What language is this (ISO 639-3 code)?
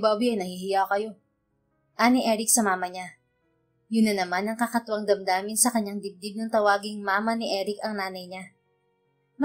fil